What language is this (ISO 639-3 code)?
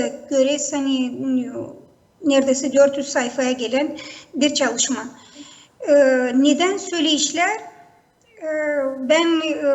gag